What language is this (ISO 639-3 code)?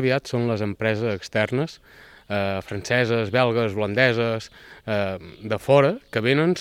cat